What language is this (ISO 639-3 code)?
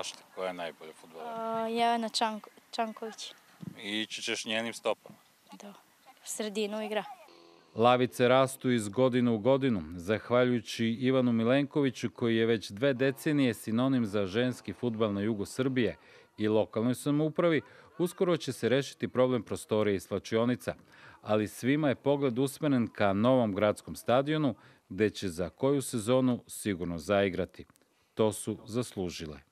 srp